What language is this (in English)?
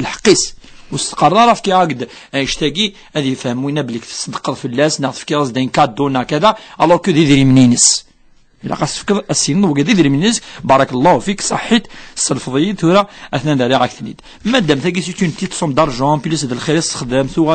Kabyle